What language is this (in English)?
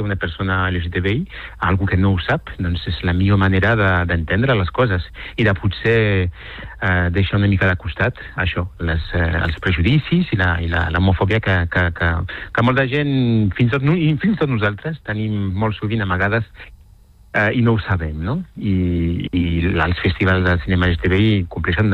Catalan